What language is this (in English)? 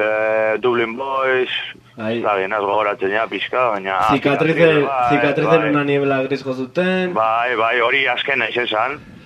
Basque